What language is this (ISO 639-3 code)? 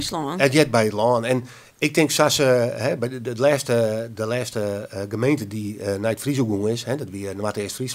fry